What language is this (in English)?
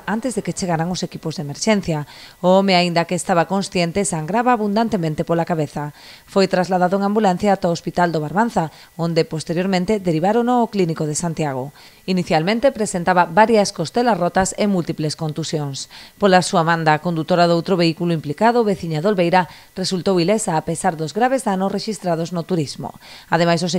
Galician